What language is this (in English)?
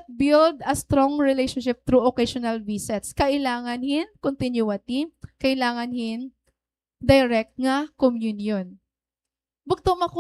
Waray